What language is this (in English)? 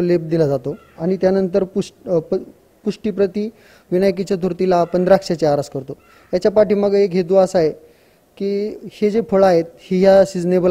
Marathi